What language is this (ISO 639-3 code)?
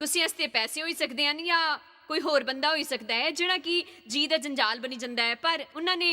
doi